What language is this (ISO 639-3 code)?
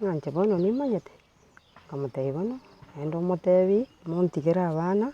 guz